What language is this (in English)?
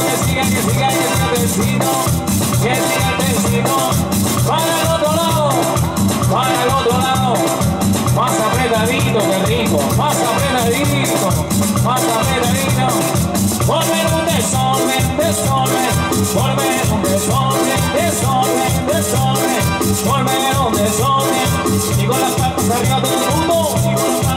Spanish